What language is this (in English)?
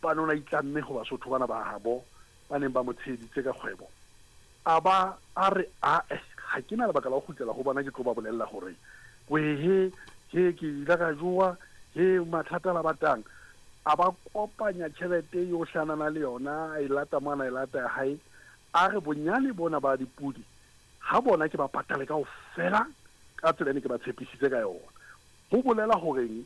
Southern Sotho